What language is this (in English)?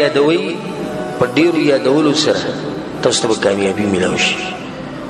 Pashto